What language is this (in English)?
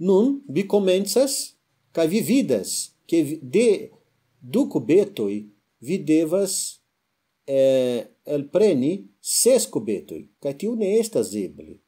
Esperanto